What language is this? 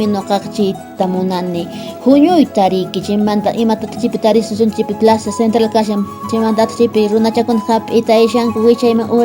Quechua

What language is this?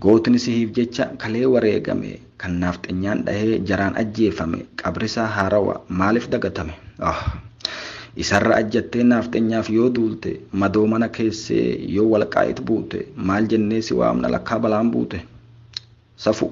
Oromo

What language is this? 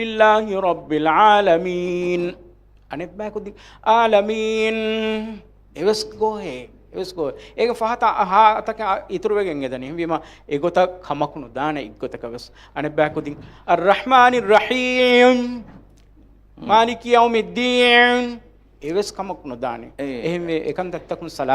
Divehi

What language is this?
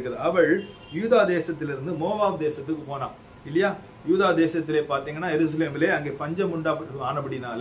Tamil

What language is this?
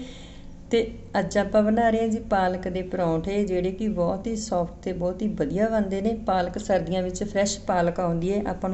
Punjabi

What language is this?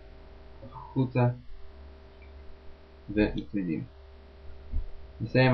Hebrew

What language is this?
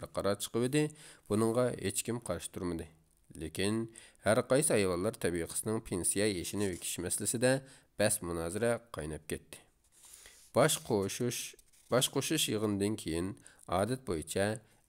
Uyghur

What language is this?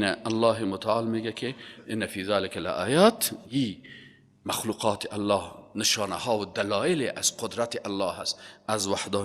Persian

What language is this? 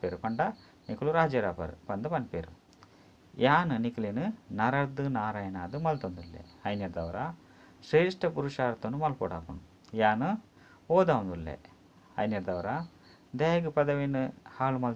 Tulu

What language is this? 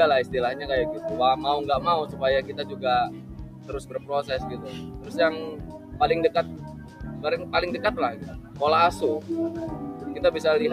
Indonesian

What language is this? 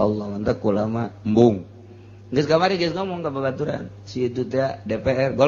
Sundanese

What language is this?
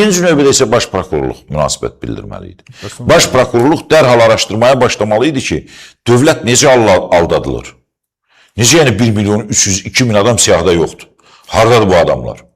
Azerbaijani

